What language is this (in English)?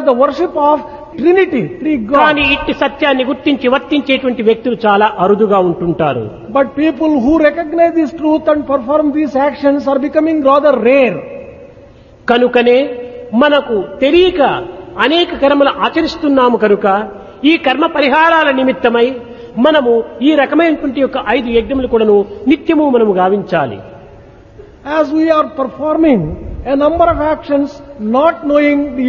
Telugu